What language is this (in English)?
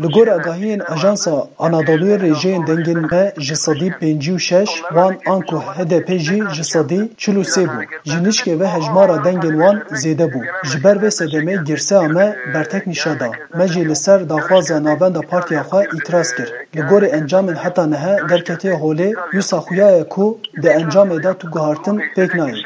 Kurdish